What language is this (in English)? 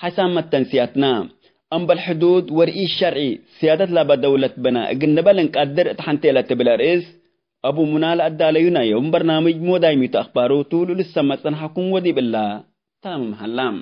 Tigre